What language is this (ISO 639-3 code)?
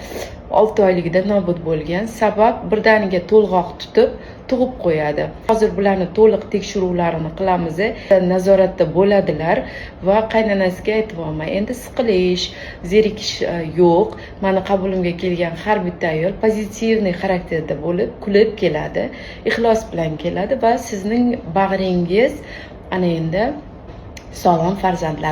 uzb